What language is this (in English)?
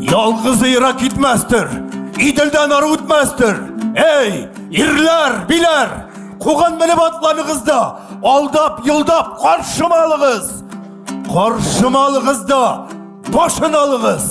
Tatar